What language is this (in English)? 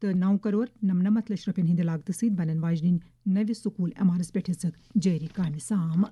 Kashmiri